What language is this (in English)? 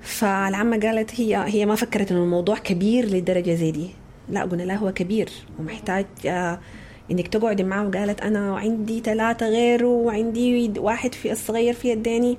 Sudanese Arabic